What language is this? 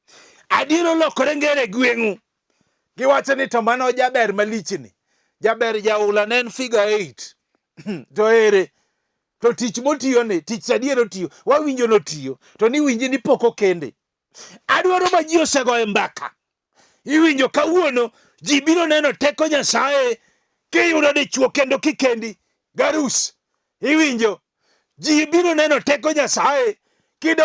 Luo (Kenya and Tanzania)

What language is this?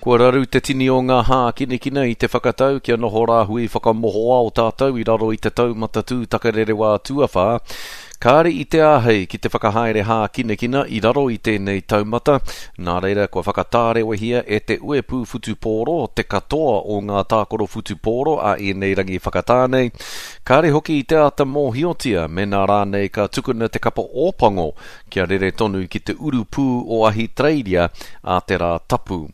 Māori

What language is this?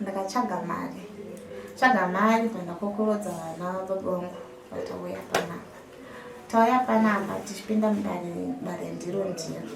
Shona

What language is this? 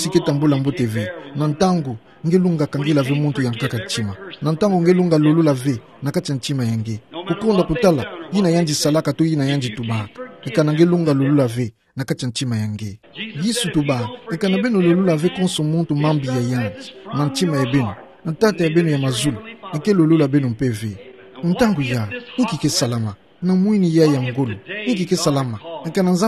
Kituba (Democratic Republic of Congo)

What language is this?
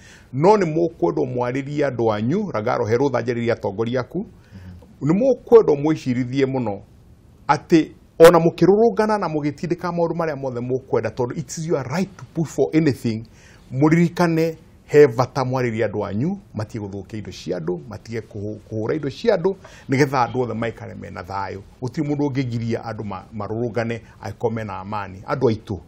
Kikuyu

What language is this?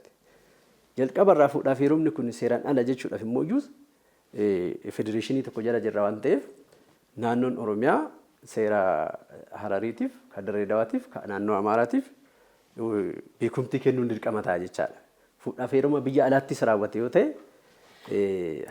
Oromo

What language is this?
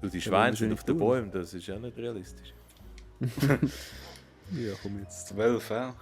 Swiss German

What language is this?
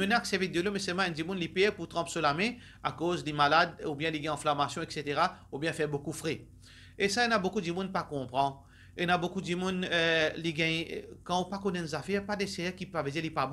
Morisyen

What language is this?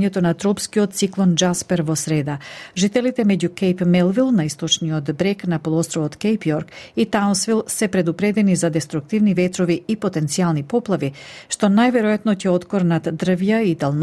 Macedonian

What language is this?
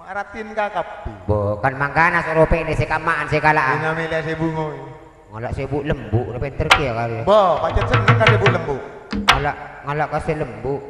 Madurese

